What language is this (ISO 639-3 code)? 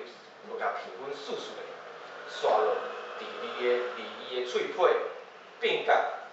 nan